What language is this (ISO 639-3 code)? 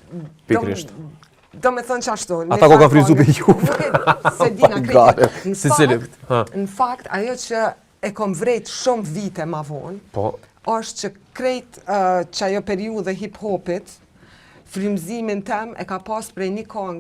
sqi